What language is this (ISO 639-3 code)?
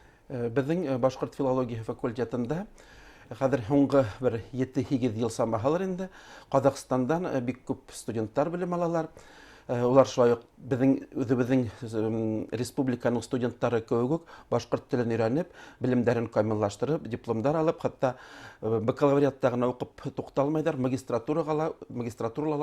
bak